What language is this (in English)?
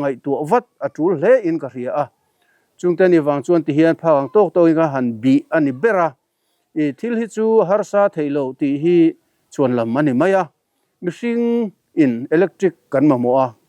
Mizo